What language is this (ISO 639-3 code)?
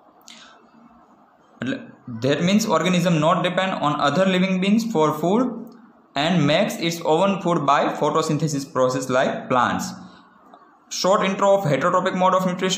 guj